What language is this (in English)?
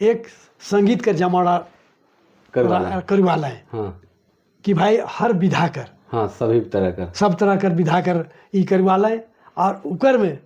Sadri